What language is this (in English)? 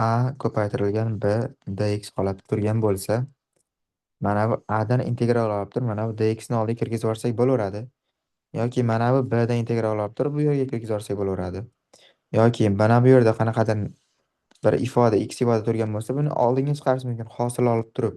Uzbek